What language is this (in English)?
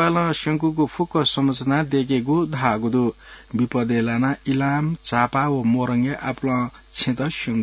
Newari